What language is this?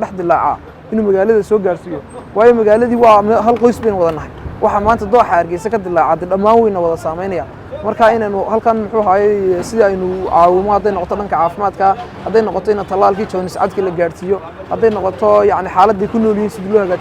Somali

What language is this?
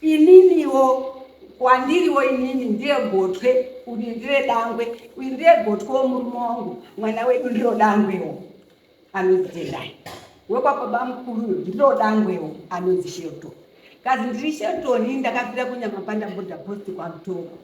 Shona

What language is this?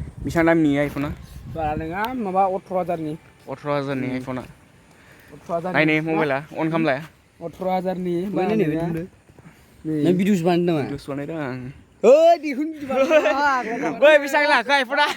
Bodo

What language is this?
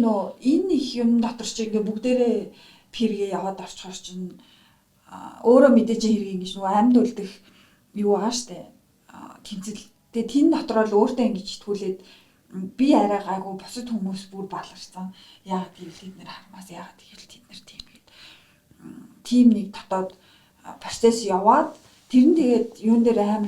Mongolian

